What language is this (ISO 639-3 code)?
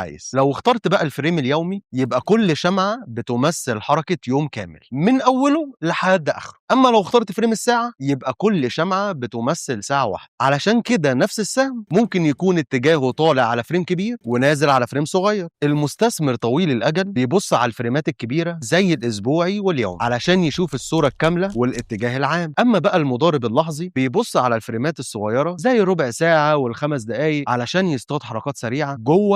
arz